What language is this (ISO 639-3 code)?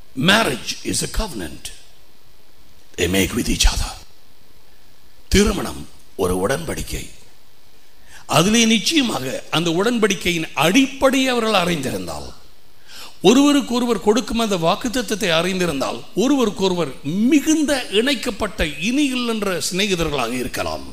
tam